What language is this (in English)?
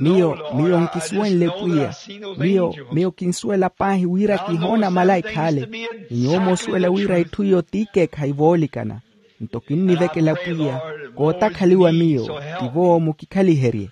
Makhuwa